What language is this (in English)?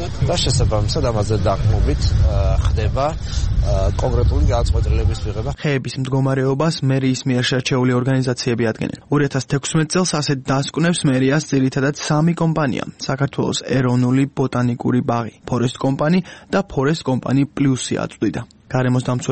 Georgian